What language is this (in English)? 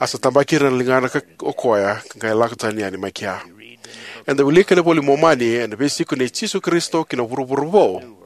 Fijian